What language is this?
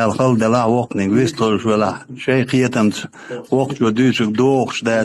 Chechen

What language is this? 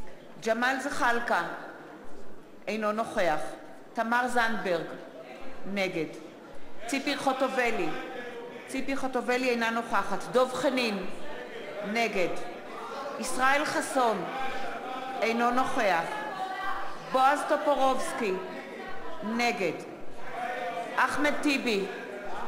Hebrew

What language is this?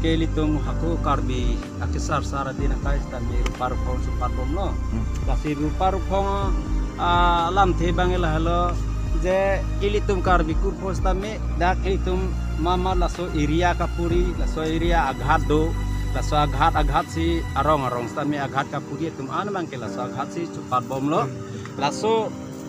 Karbi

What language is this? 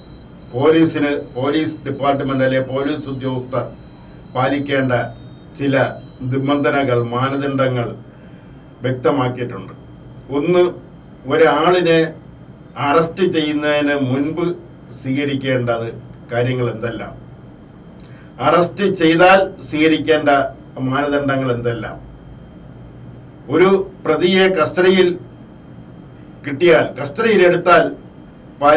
Malayalam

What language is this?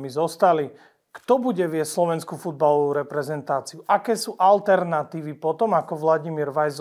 Slovak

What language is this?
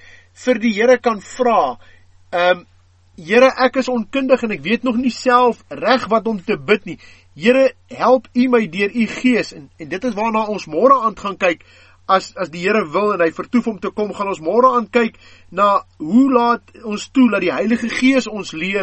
Afrikaans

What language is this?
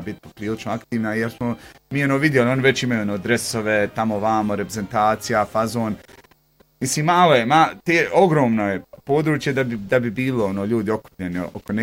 Bosnian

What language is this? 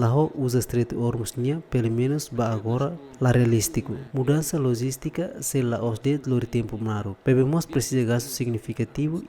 Tetum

